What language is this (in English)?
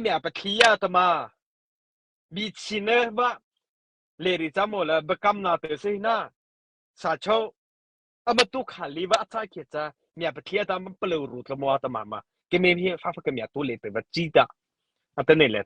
Mara Chin